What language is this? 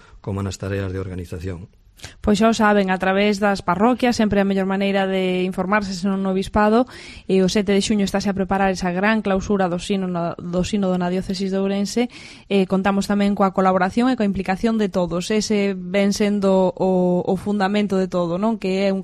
Galician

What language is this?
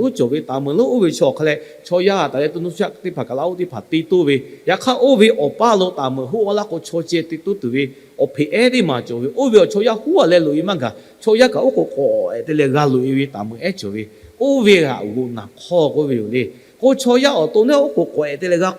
Lahu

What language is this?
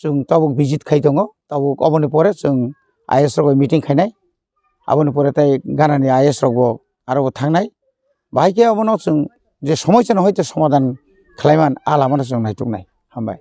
Kok Borok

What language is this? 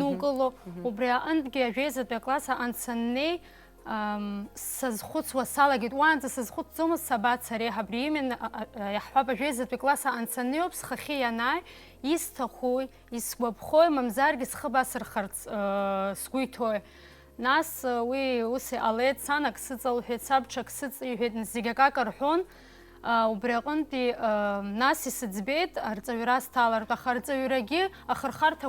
Abkhazian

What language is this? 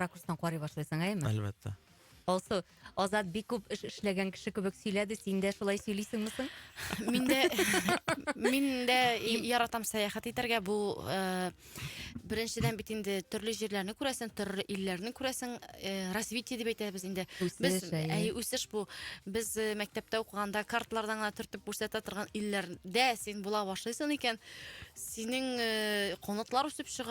Tatar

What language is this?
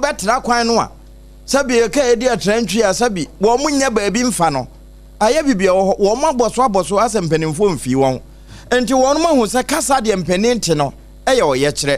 Akan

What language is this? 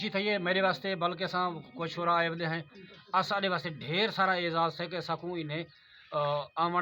Saraiki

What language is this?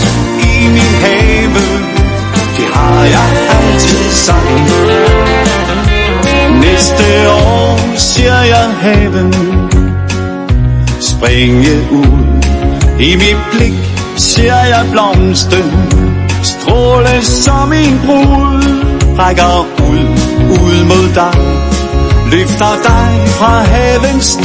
Danish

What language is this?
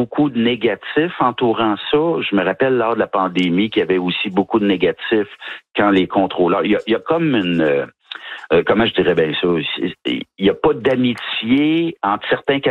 French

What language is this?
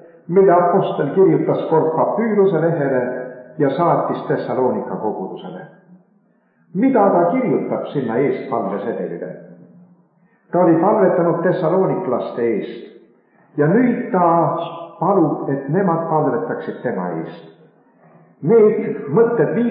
Estonian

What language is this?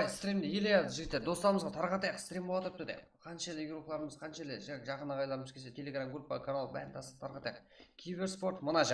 Kara-Kalpak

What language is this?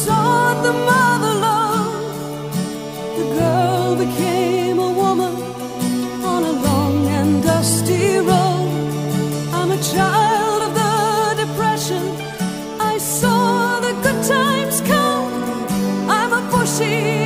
English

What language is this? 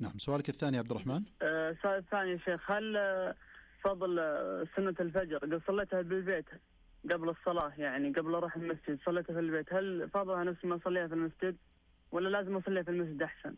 Najdi Arabic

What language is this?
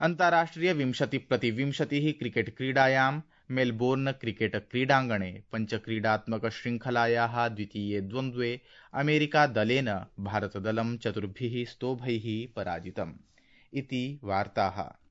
Sanskrit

